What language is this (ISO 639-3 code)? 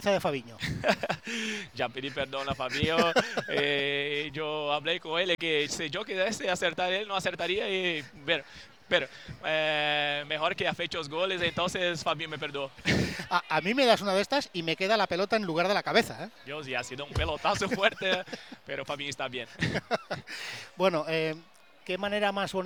cat